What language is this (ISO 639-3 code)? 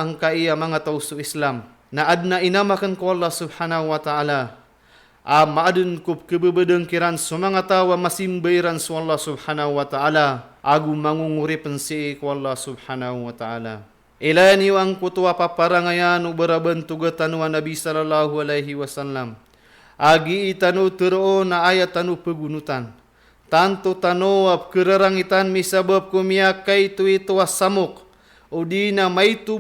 mrw